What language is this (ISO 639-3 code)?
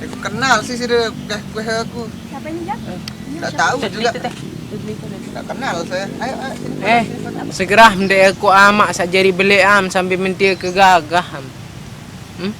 sas